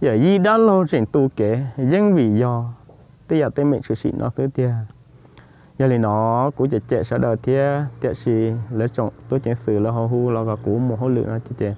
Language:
Hmong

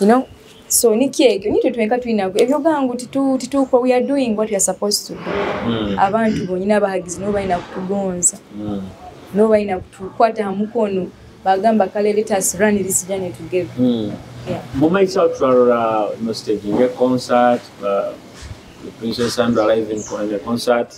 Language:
Nyoro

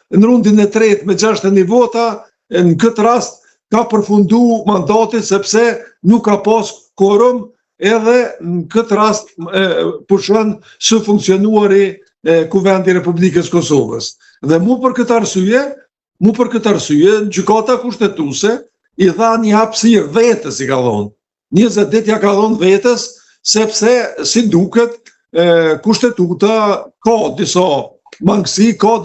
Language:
Albanian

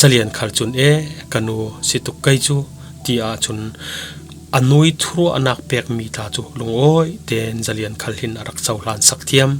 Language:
Falam Chin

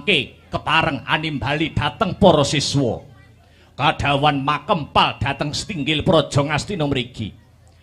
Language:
Javanese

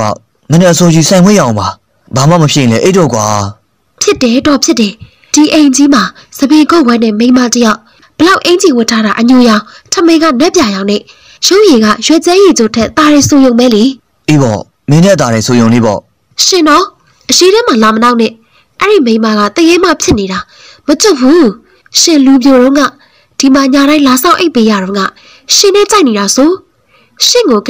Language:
Burmese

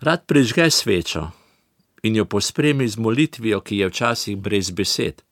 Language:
Slovenian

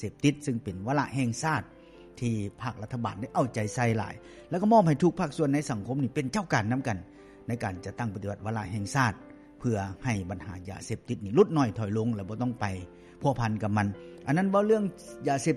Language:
Lao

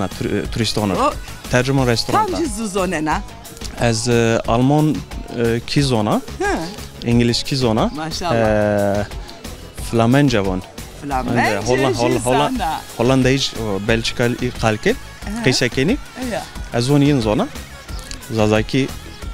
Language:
Zaza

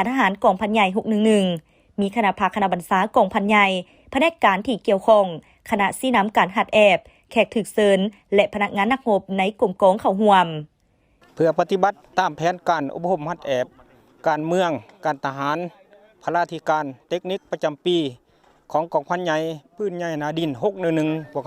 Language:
Lao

